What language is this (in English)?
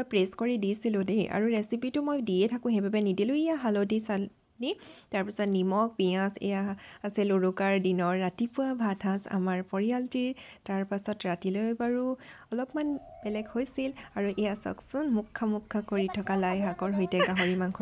Assamese